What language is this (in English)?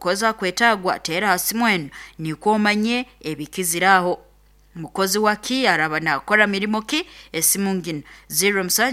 Nyoro